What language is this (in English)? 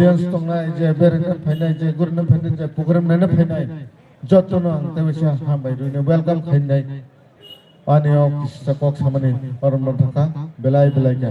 Kok Borok